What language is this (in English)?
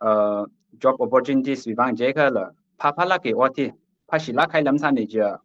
Tangkhul Naga (India)